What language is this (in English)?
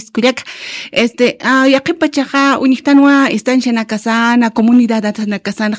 Aymara